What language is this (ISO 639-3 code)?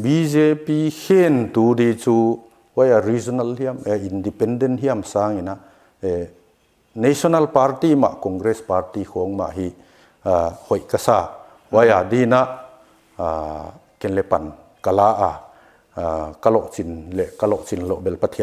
pck